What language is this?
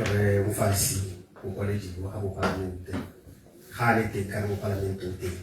Tswana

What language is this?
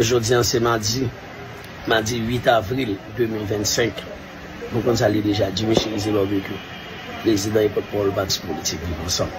Haitian Creole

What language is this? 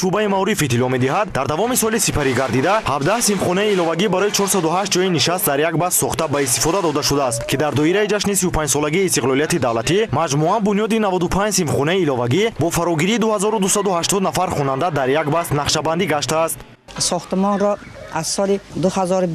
Tajik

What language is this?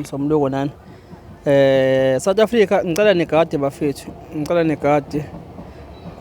Zulu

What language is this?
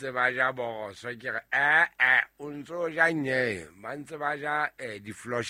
Southern Sotho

